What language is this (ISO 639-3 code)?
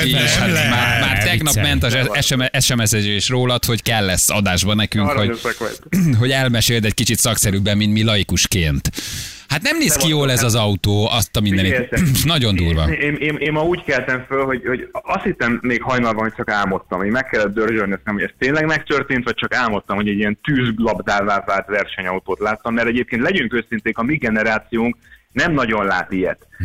hun